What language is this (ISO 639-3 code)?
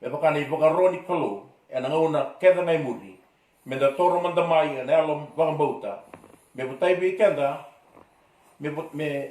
fij